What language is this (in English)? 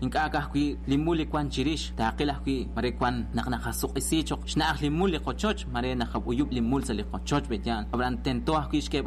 Kekchí